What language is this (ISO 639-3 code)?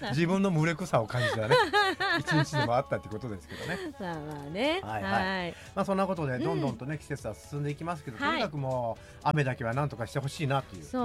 jpn